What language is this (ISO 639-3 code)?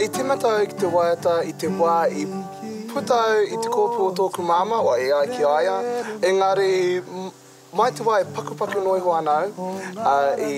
mri